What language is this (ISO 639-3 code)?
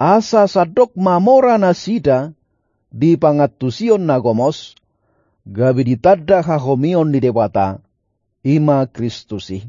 bbc